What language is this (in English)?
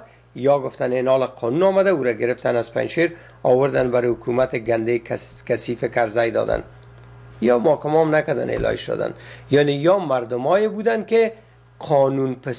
Persian